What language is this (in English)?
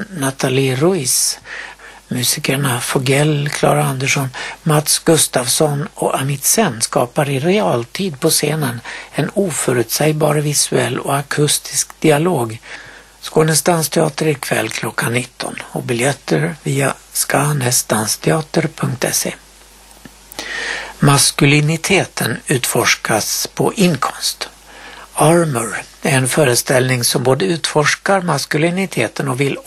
Swedish